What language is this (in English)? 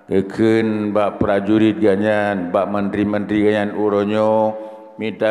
Achinese